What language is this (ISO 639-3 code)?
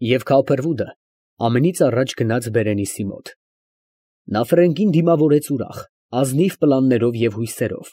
hye